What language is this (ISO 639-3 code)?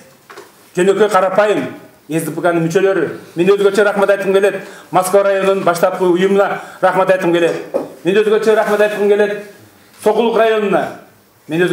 kir